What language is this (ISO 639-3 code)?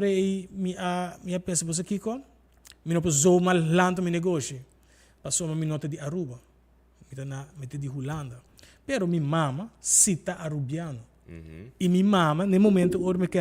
pap